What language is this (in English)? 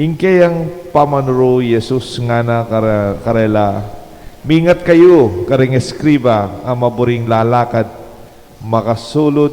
Pampanga